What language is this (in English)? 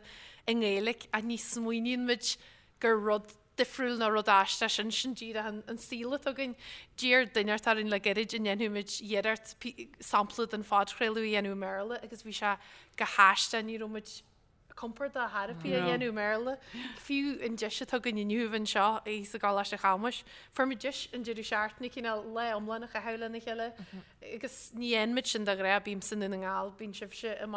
Irish